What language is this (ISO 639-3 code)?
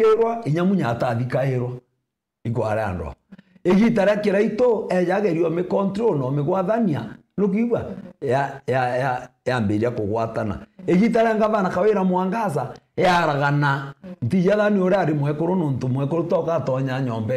mer